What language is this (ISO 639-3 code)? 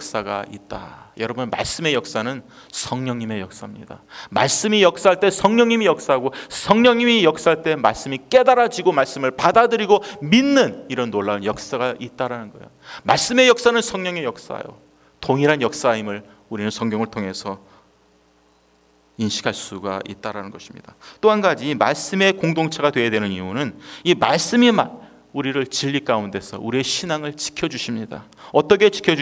kor